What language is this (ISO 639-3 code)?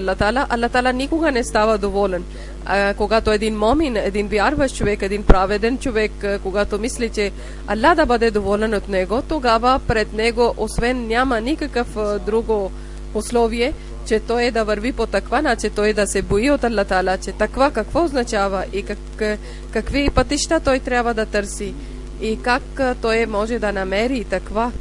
bul